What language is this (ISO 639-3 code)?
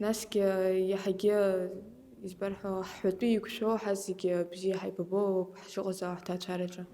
abk